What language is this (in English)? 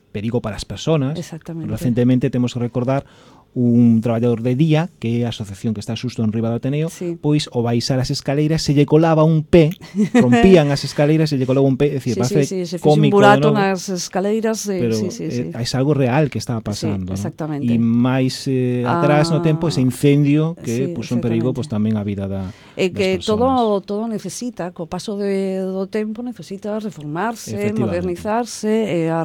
Galician